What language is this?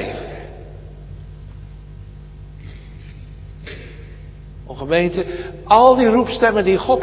Dutch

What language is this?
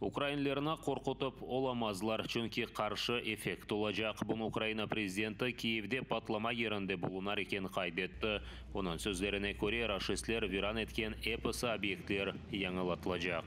Crimean Tatar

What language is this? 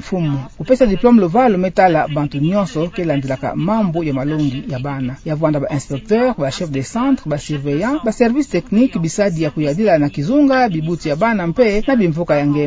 Kituba (Democratic Republic of Congo)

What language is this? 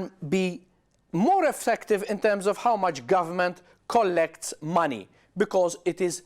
English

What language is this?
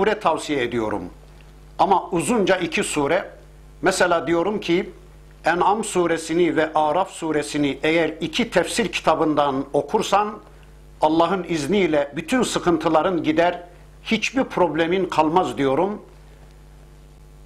Turkish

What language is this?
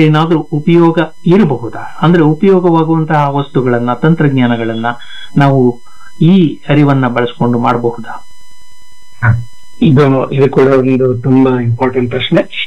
Kannada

